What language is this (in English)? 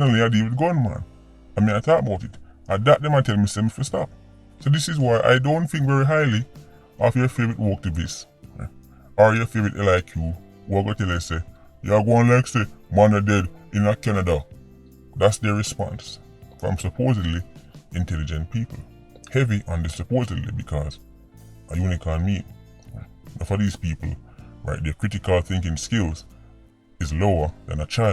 Jamaican Creole English